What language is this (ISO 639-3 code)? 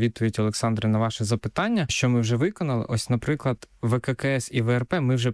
ukr